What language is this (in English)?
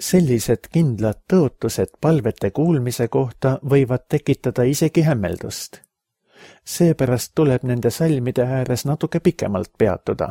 Estonian